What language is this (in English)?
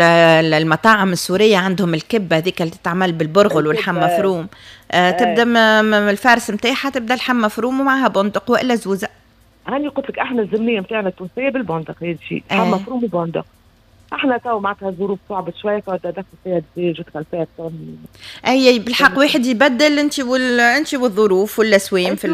Tunisian Arabic